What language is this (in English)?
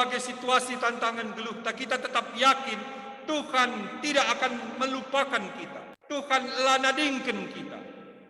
Batak Karo